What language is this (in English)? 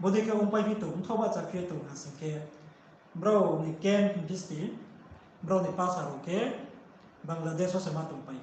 Riang (India)